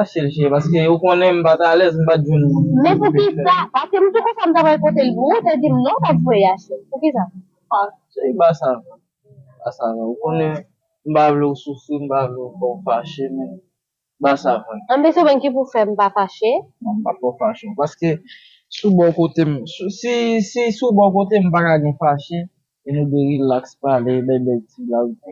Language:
Haitian Creole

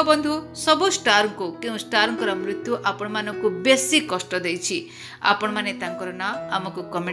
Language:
Odia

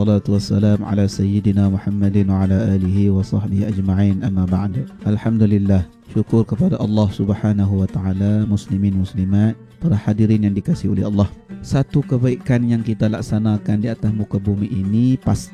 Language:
Malay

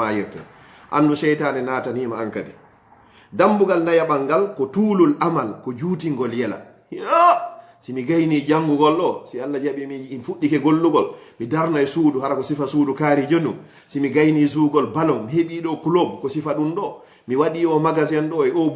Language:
Fula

